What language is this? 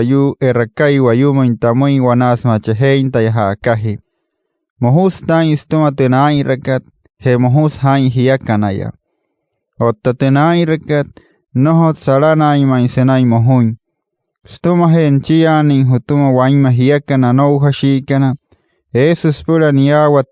Wayuu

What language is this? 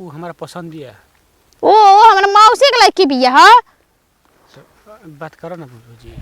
Bhojpuri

